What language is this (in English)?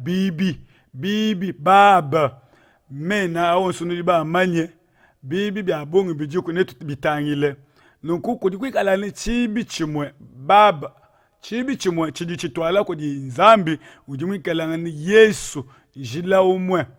Luba-Lulua